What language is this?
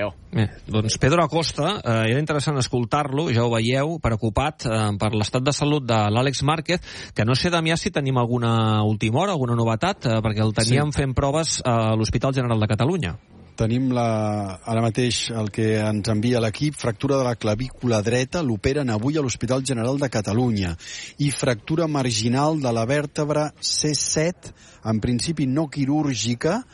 Catalan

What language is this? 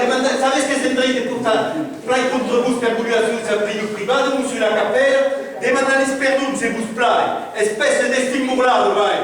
Occitan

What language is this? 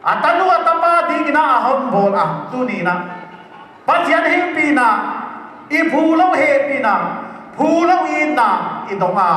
Paite Chin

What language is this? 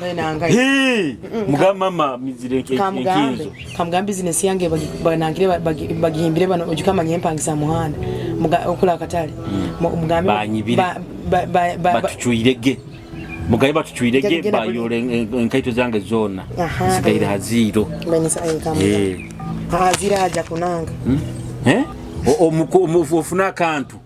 Nyoro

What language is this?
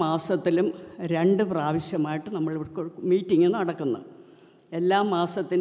Malayalam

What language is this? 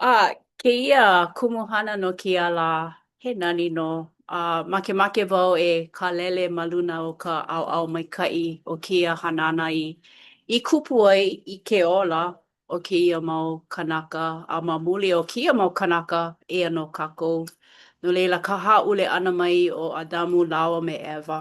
Hawaiian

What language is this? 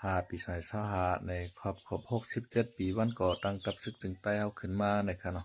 Shan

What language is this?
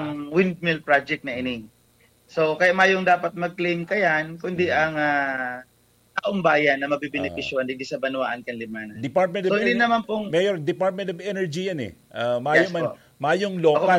Bikol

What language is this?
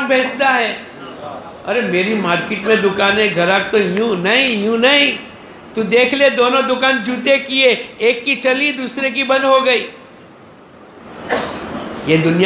Urdu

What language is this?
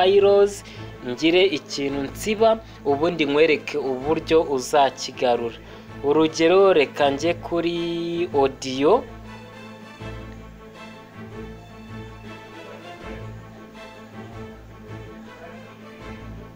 Kinyarwanda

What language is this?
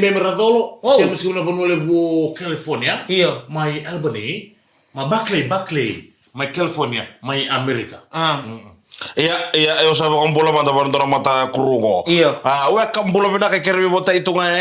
Fijian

